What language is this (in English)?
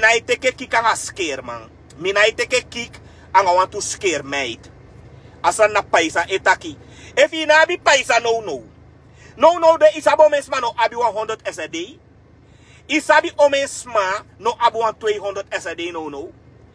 Sranan Tongo